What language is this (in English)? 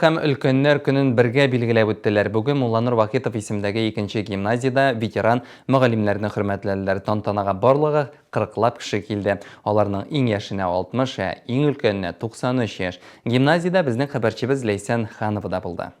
Tatar